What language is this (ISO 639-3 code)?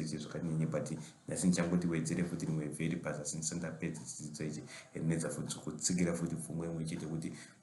sna